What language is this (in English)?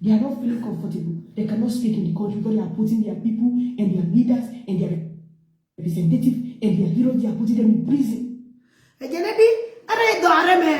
Nuer